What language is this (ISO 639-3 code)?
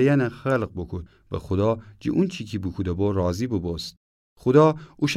glk